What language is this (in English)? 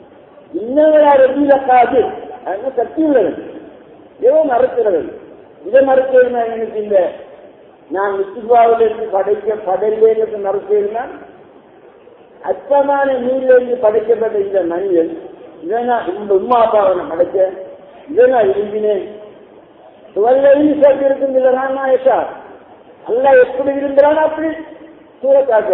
Tamil